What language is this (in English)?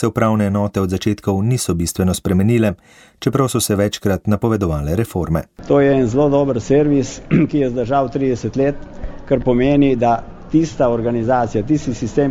Slovenian